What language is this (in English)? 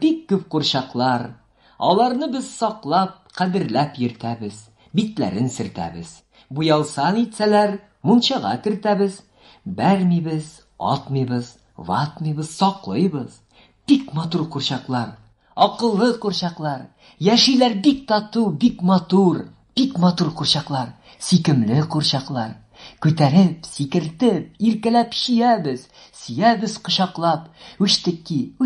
Tatar